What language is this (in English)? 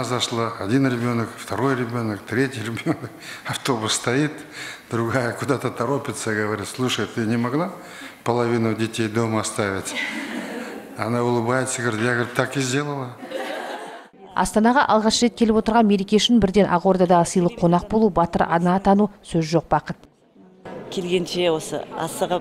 Kazakh